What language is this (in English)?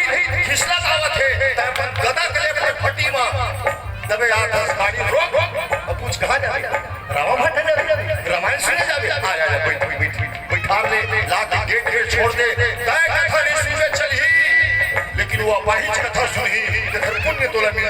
Chhattisgarhi